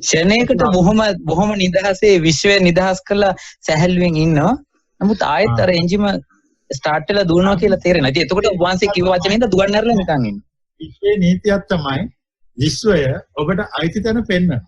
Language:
Sinhala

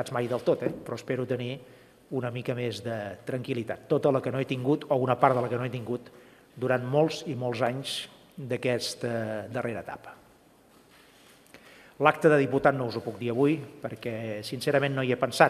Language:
Catalan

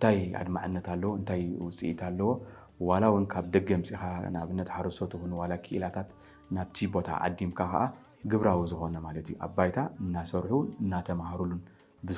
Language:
Tigrinya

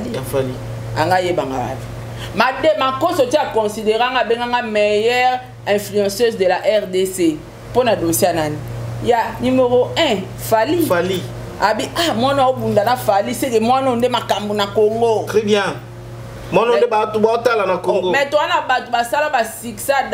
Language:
Lingala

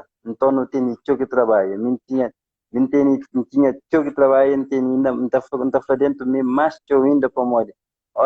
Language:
Kabuverdianu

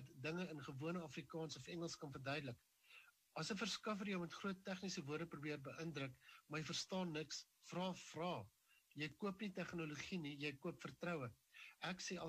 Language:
Afrikaans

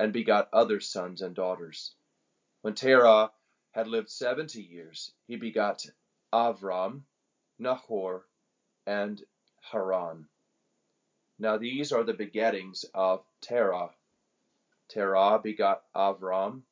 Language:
English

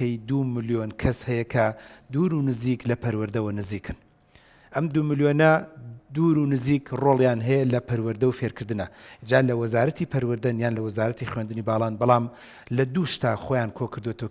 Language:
Central Kurdish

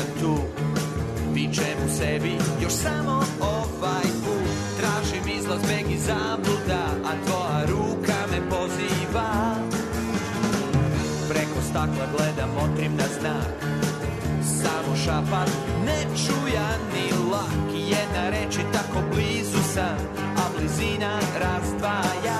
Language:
Serbian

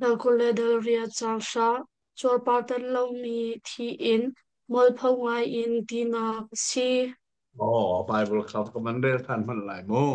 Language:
Hakha Chin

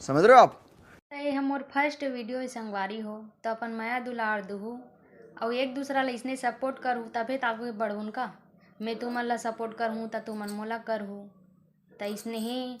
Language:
Chhattisgarhi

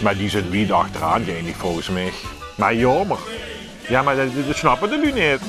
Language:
Limburgish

